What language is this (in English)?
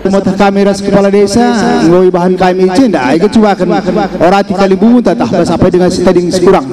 Batak Karo